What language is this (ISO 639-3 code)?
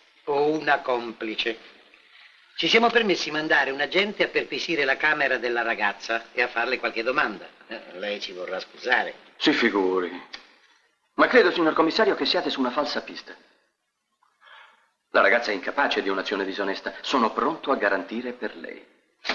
ita